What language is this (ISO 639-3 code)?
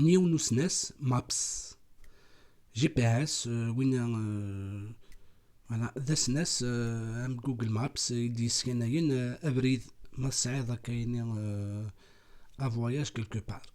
kab